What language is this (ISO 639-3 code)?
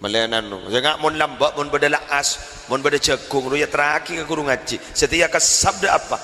mad